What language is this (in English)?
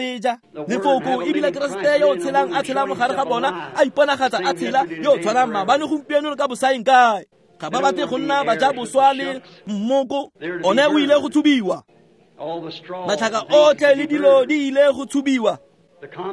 Tswana